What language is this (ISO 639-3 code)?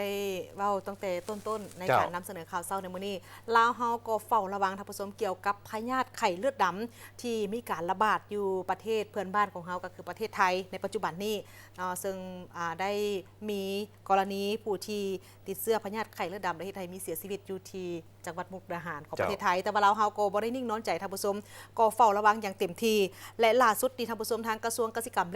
lao